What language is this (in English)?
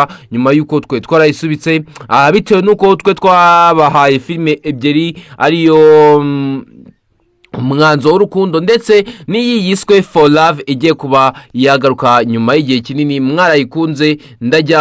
Kinyarwanda